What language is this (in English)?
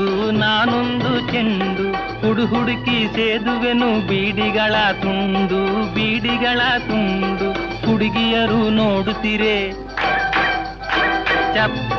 Kannada